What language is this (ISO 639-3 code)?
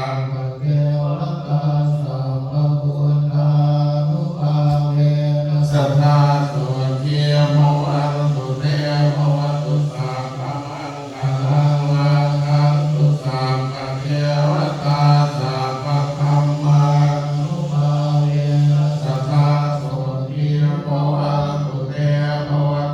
pli